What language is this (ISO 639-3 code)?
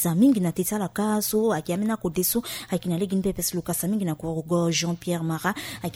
sag